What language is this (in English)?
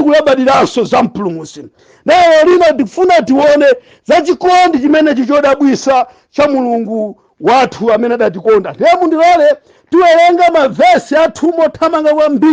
Nyanja